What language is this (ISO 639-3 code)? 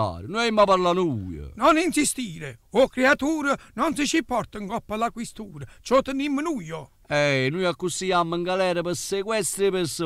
nap